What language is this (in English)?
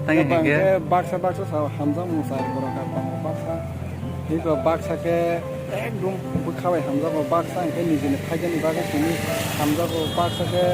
Kok Borok